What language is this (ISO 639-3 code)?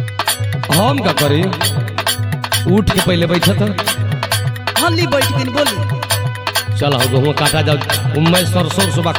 bho